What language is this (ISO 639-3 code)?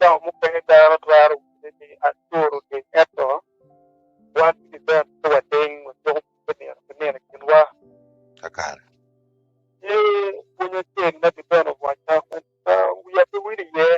ach